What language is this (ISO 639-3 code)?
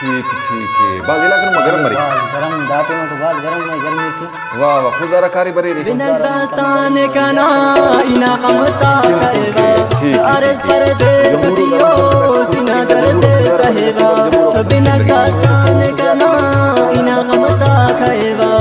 brh